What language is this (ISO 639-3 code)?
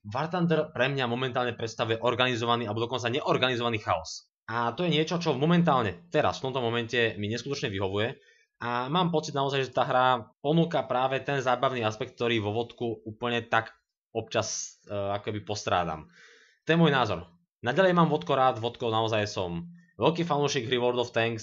slk